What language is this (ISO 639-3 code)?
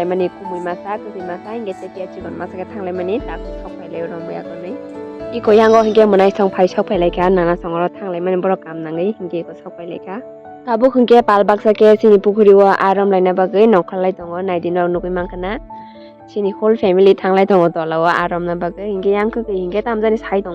trp